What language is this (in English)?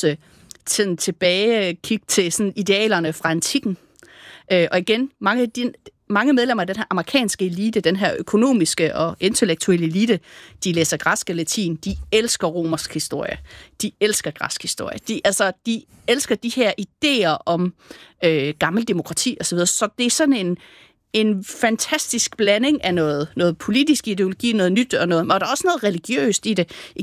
Danish